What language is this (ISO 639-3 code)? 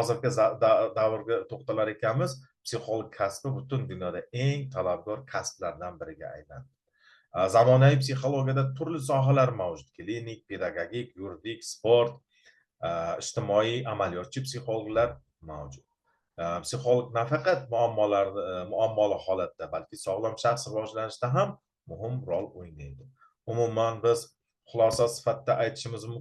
uzb